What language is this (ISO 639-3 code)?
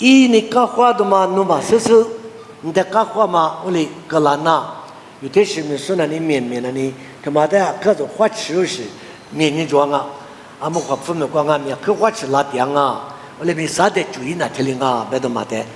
lis